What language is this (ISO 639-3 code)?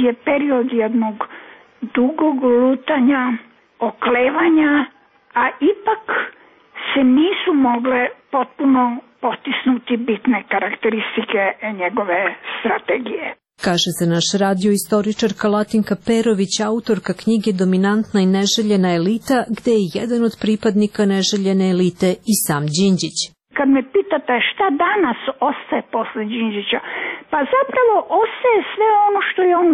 srp